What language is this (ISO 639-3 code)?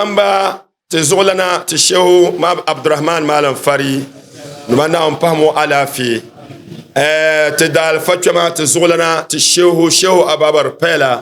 dag